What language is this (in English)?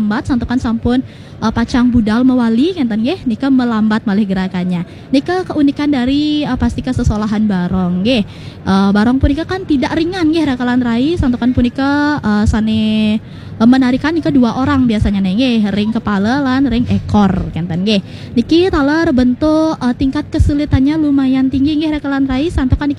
Balinese